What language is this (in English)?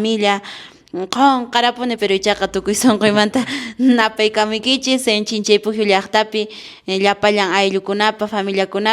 Quechua